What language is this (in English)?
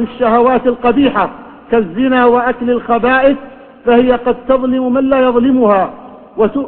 Arabic